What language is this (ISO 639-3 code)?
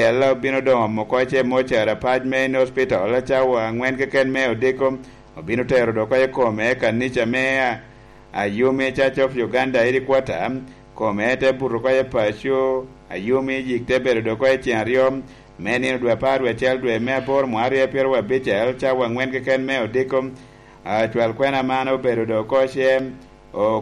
laj